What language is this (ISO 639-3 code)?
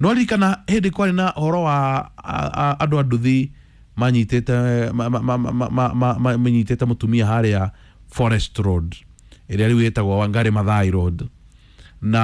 kik